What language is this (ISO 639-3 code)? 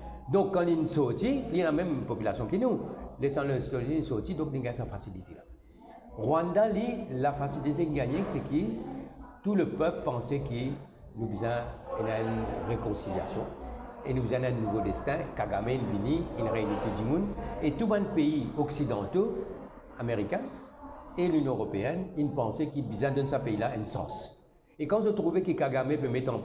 mfe